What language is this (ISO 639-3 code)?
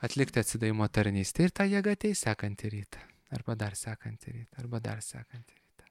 lit